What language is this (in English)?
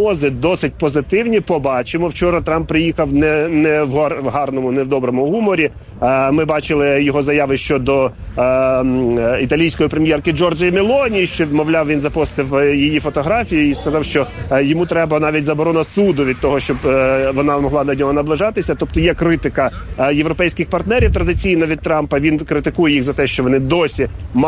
Ukrainian